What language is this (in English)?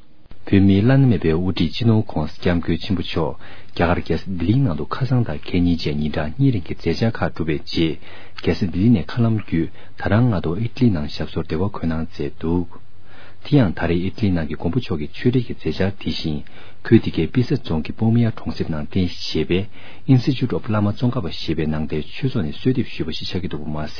Tibetan